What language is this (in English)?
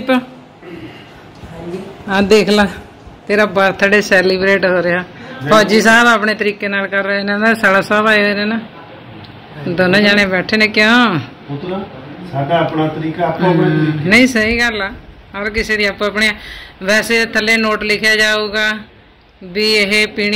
Punjabi